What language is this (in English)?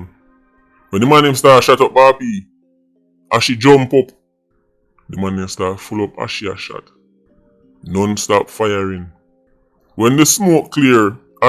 Jamaican Creole English